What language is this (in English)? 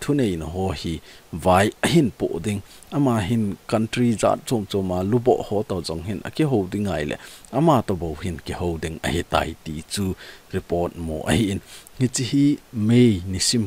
Thado Chin